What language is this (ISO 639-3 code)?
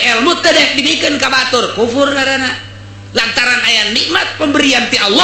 sun